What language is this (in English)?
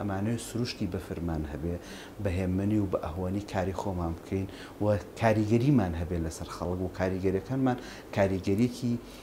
Central Kurdish